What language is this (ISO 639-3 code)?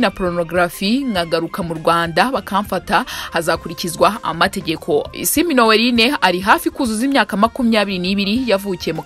kin